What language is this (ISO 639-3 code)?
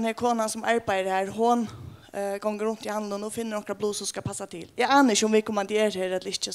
fao